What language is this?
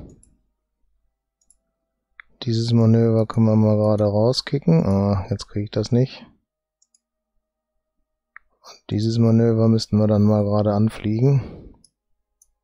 German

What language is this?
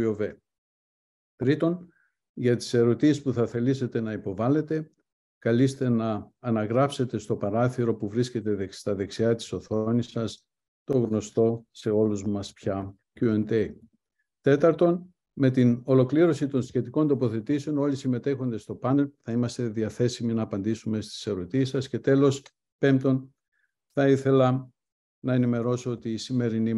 Greek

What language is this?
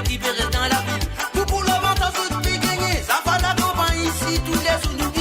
Morisyen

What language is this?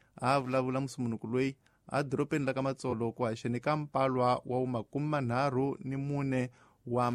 Tsonga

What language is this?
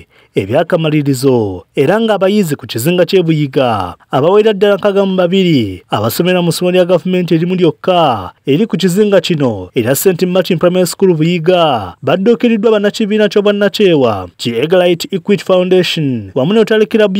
Ganda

